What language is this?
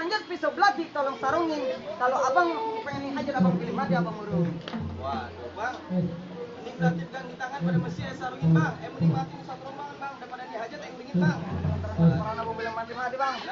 Betawi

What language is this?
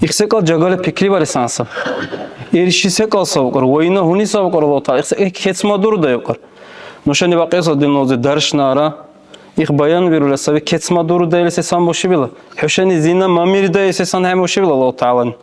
Dargwa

